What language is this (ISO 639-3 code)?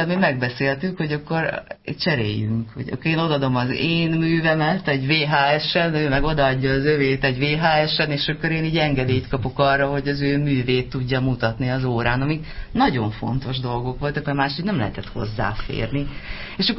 hun